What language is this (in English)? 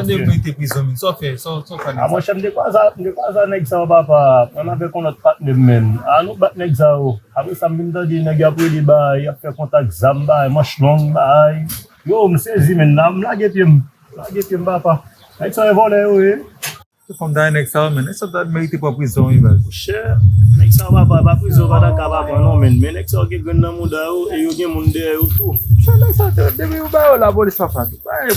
Haitian Creole